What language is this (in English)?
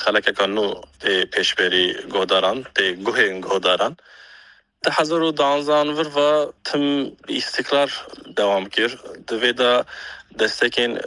Kurdish